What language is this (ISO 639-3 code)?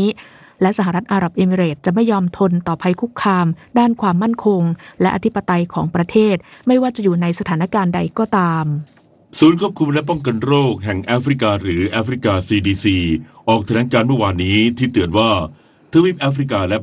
tha